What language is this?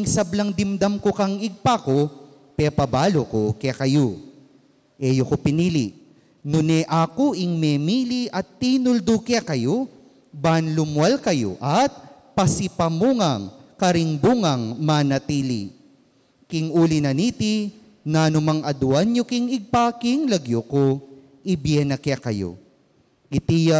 Pampanga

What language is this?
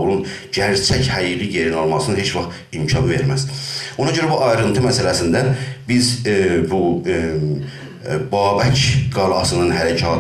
South Azerbaijani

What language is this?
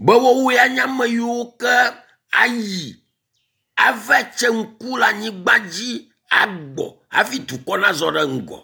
Ewe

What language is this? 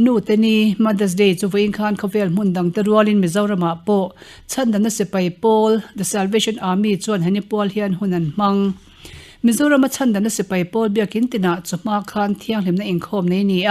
Mizo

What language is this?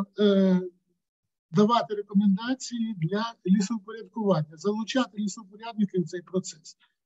Ukrainian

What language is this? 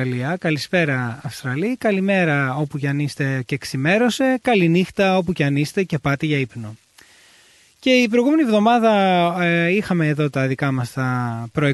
Greek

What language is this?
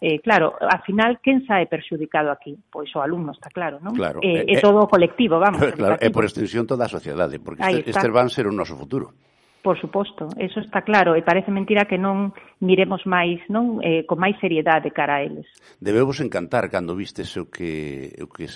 Galician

